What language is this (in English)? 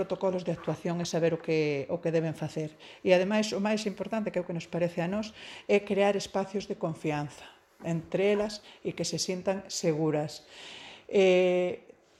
Galician